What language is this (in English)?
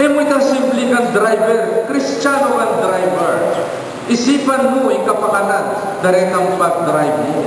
Pampanga